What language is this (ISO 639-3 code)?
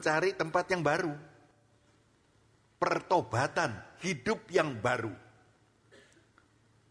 ind